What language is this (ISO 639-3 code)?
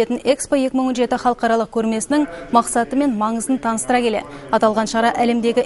kaz